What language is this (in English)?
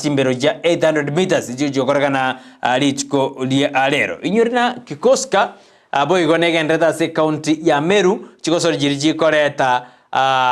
Gusii